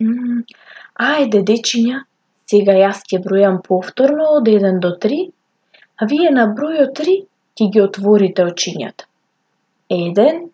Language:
Macedonian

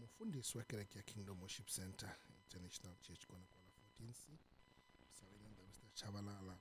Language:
Tsonga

